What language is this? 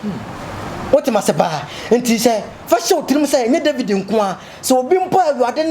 Akan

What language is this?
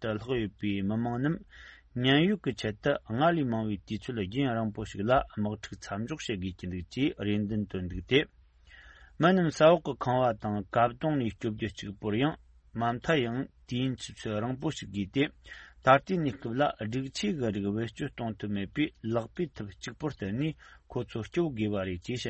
Tibetan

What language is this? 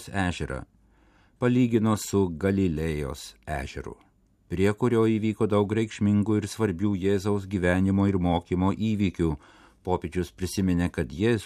Lithuanian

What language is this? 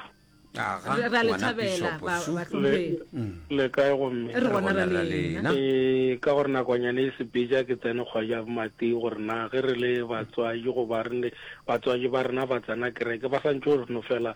Northern Sotho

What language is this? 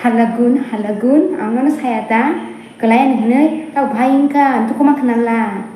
Kok Borok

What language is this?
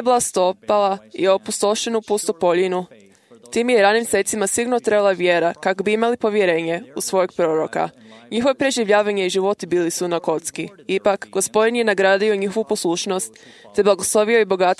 Croatian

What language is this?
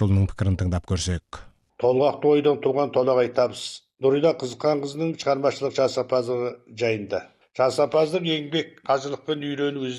Kazakh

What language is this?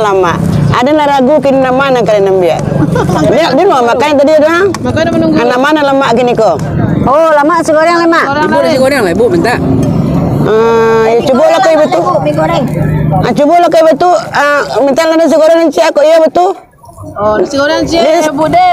Minangkabau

